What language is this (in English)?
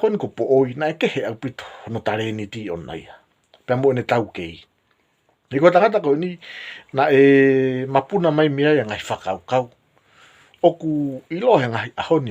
Tongan